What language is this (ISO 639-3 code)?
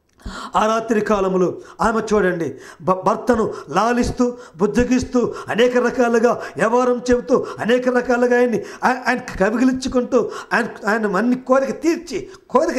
tel